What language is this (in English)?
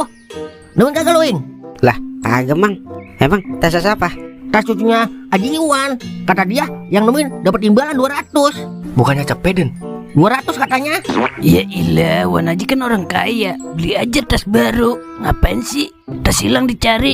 Betawi